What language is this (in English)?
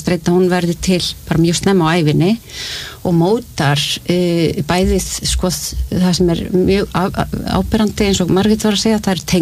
Icelandic